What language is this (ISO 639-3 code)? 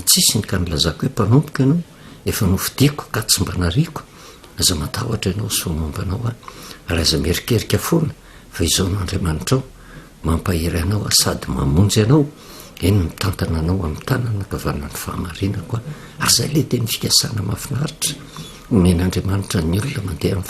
mlg